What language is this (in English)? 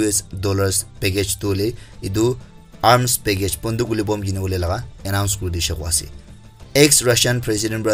Naga Pidgin